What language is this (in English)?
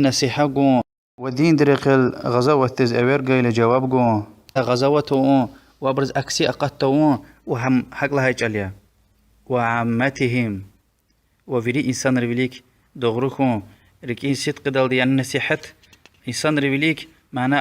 Lezghian